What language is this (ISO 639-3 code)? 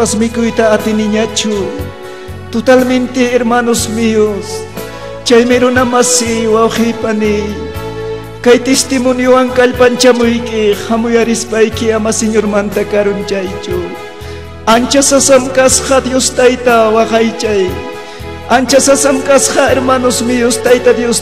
quy